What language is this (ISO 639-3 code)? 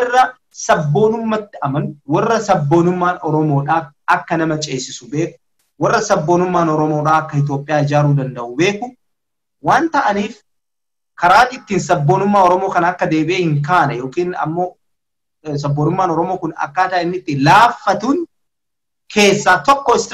orm